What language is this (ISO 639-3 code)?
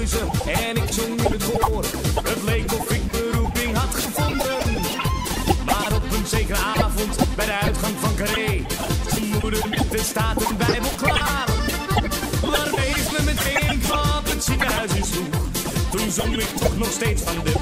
nld